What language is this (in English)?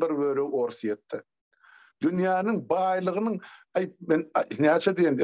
Turkmen